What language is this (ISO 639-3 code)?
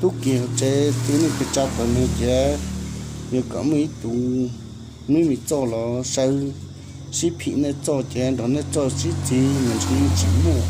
hmn